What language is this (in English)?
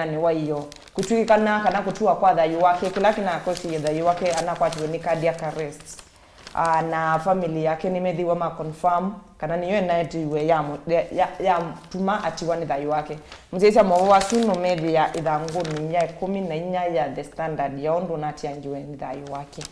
Kamba